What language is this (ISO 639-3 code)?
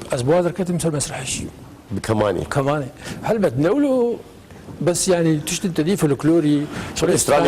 kur